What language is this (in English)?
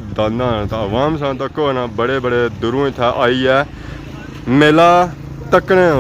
Pahari-Potwari